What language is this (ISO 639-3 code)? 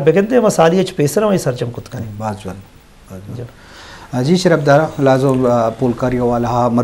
bgp